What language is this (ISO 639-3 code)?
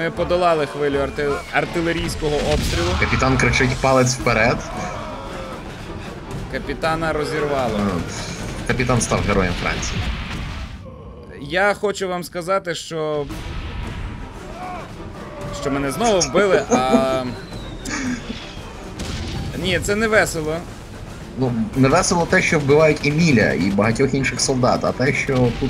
ukr